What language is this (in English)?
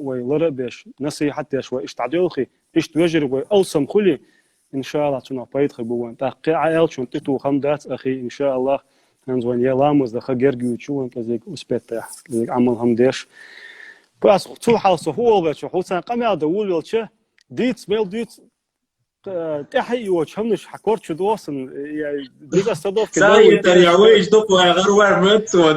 Chechen